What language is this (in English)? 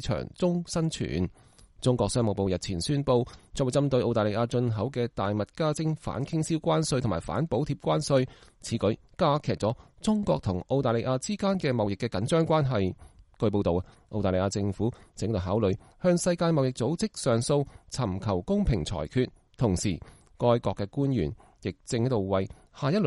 Cantonese